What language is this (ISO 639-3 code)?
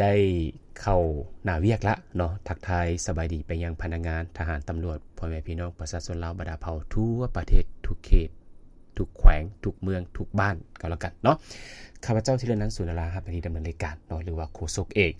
lao